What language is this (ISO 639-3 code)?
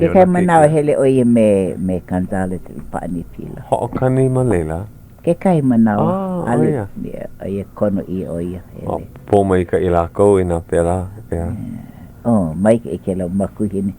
haw